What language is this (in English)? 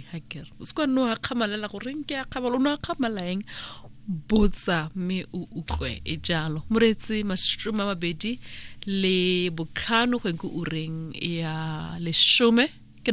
Tswana